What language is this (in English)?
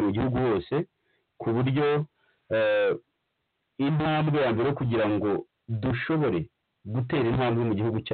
Kinyarwanda